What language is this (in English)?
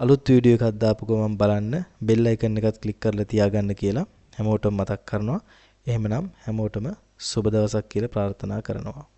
Sinhala